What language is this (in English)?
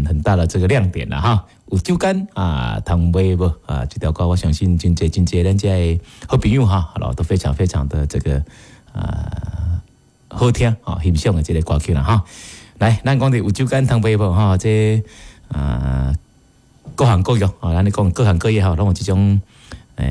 Min Nan Chinese